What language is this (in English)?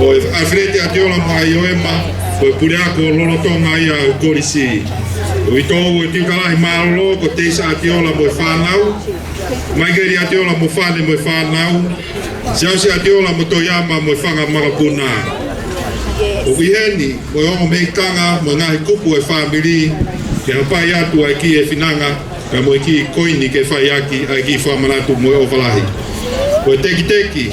Tongan